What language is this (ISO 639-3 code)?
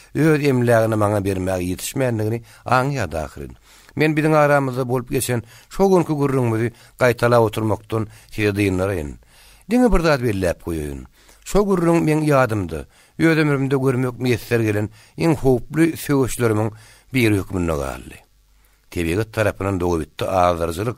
tuk